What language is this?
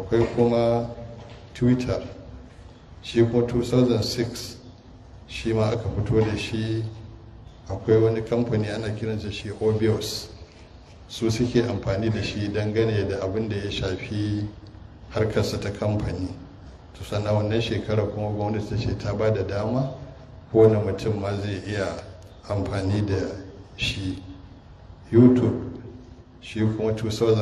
Hausa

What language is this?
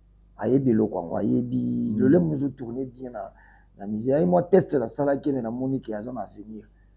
Lingala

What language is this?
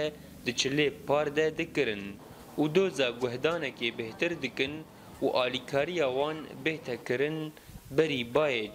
Kurdish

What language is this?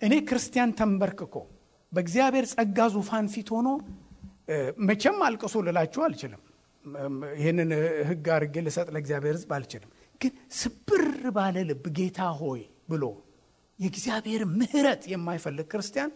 Amharic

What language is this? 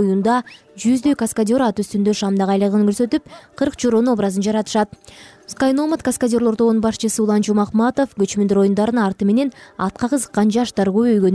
Kyrgyz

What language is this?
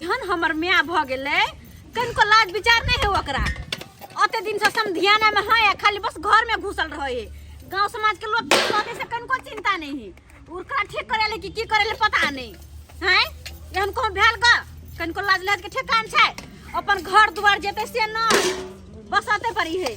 Maithili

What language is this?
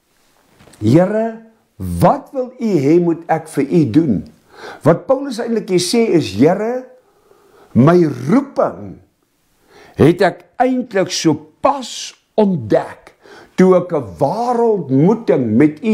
Afrikaans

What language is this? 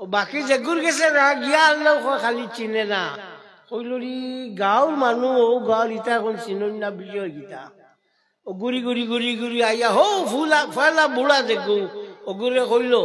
Sylheti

